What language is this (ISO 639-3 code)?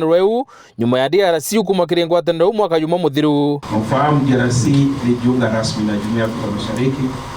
mer